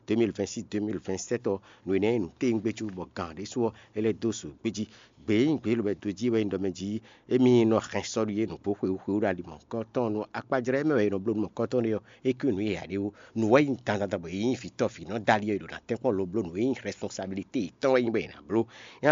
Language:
Fon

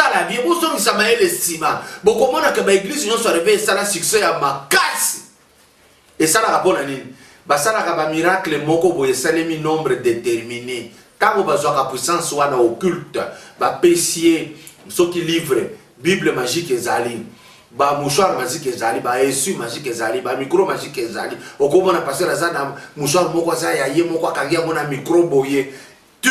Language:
Lingala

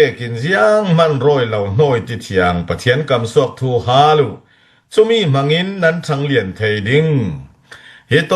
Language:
Falam Chin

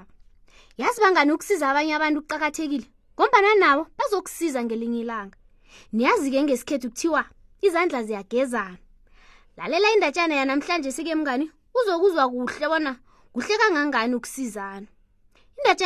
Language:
South Ndebele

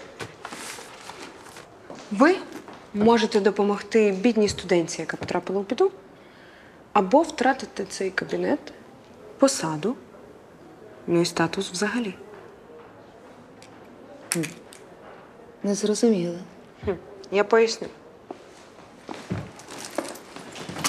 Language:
Ukrainian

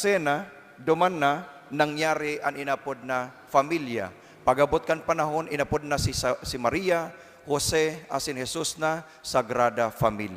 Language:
Bikol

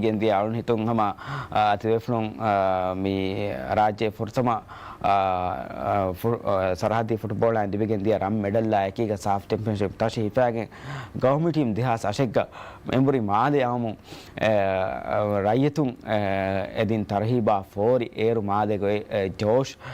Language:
Divehi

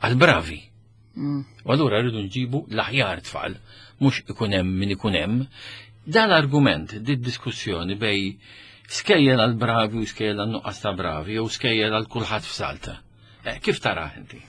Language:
Maltese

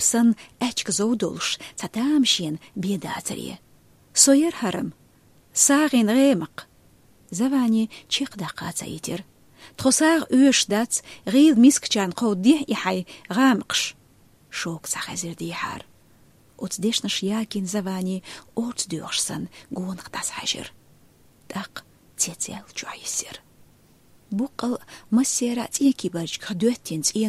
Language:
Chechen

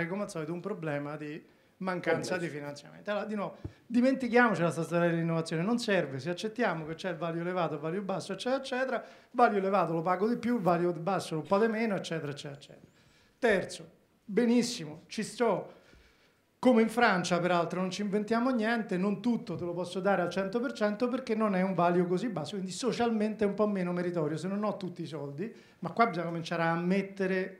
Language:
Italian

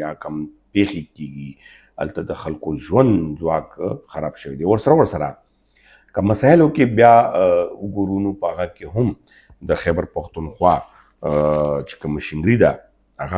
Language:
Pashto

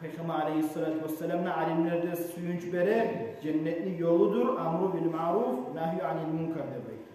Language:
Kumyk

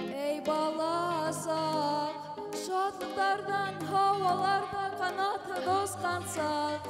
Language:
Bashkir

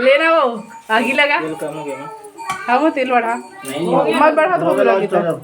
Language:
Chhattisgarhi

